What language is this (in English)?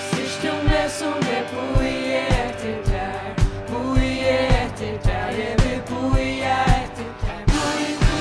Faroese